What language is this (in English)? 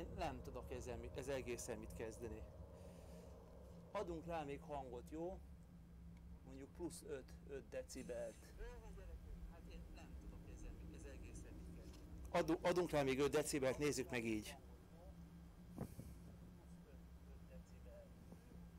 Hungarian